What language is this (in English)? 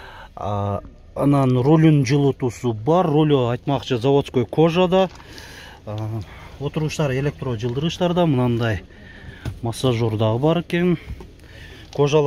Kyrgyz